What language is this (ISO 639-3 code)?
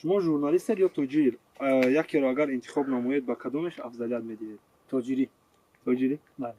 tgk